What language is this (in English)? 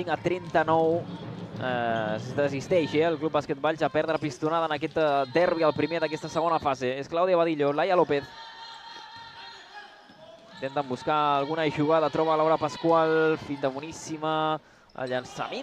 Catalan